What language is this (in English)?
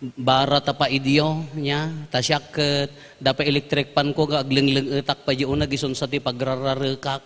Iloko